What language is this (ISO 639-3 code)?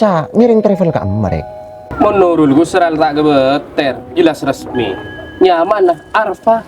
mad